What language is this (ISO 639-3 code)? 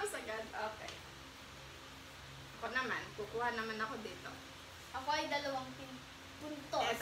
fil